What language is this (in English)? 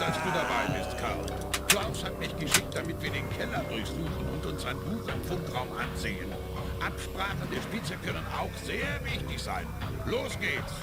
Bavarian